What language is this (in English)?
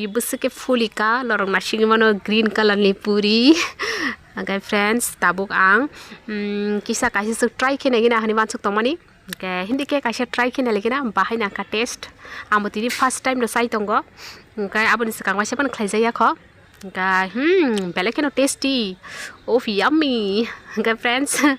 Kok Borok